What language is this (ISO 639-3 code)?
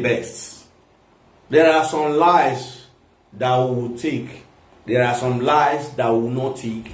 pcm